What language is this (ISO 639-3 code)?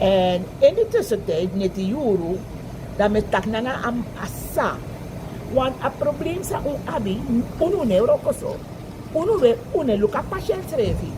srn